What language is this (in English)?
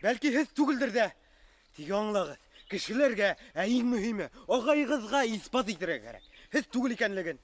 Bashkir